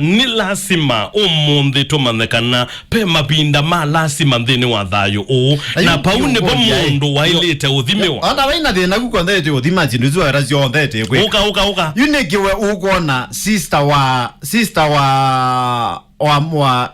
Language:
Kamba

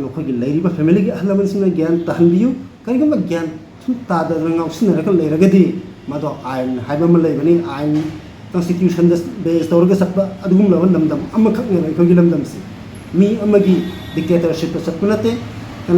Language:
Manipuri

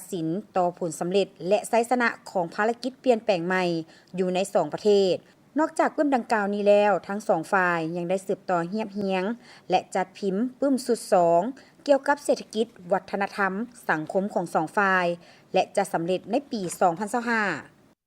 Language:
Lao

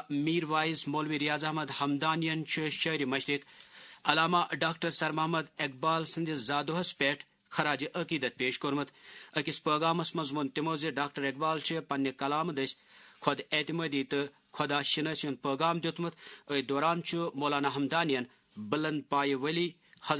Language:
Kashmiri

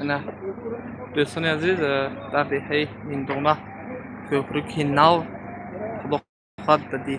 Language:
Tajik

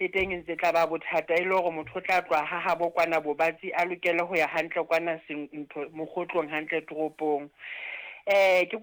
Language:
Southern Sotho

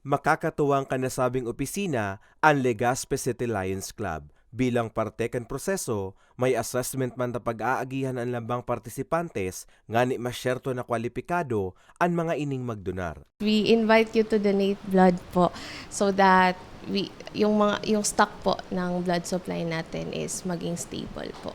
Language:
Bikol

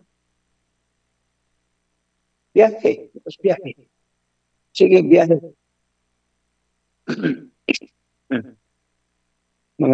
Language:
Filipino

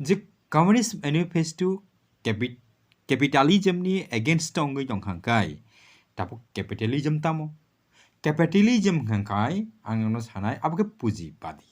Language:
Kok Borok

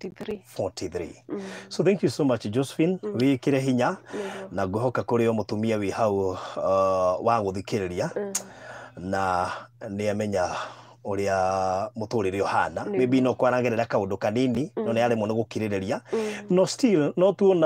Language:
Kikuyu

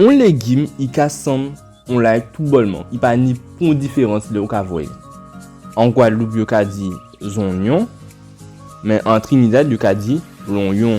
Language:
Guadeloupean Creole French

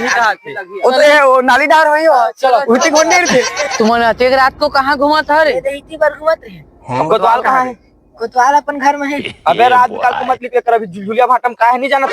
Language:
Chhattisgarhi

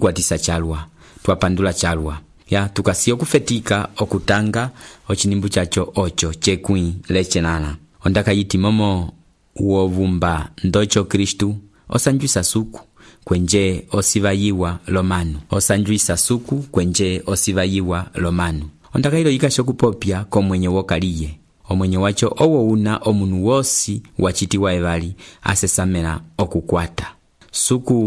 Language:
Umbundu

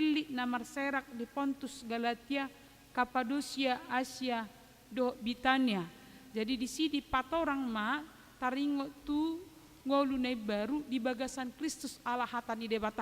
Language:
Batak Toba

